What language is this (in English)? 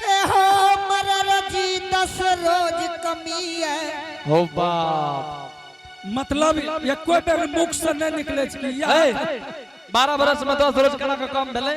Angika